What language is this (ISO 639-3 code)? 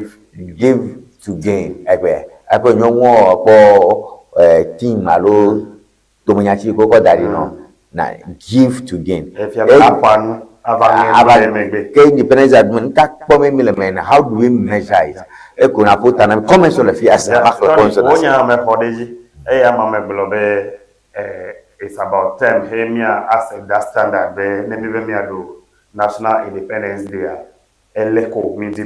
ewe